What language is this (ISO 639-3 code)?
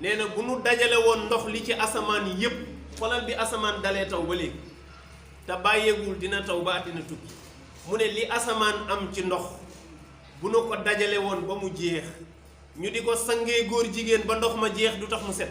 wol